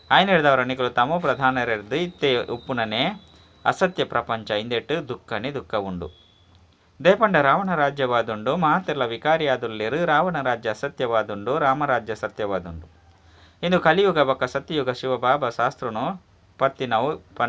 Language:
Tulu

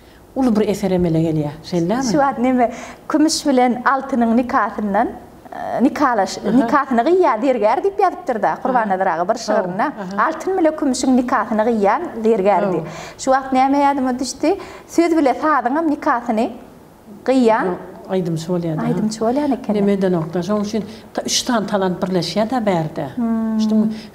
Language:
Turkmen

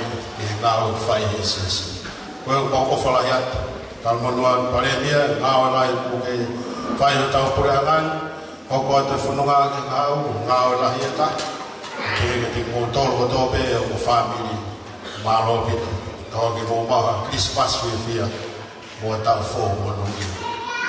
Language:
Tongan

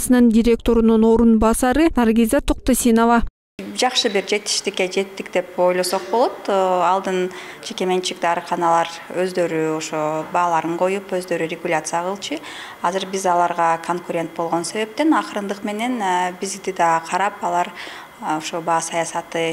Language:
Kyrgyz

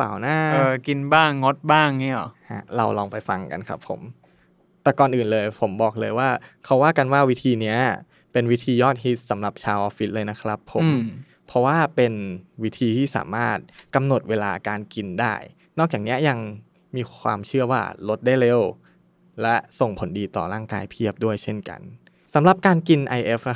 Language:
Thai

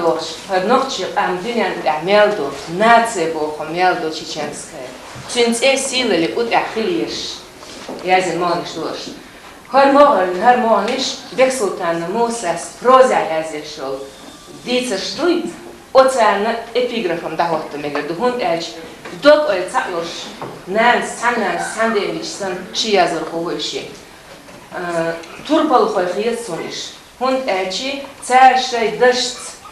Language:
Chechen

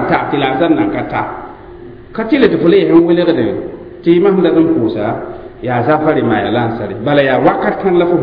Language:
Mossi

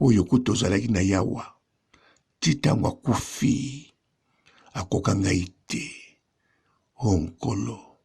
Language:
Lingala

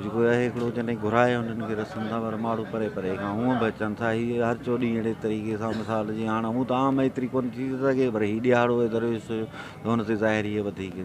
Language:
Sindhi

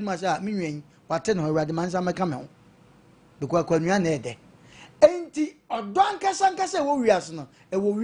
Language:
Akan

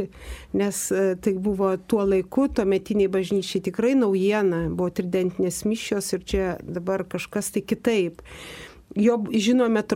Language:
Lithuanian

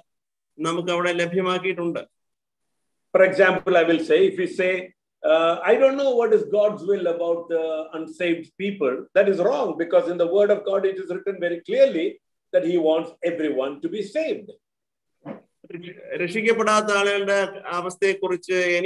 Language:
Malayalam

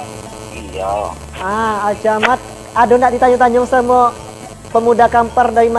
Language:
Minangkabau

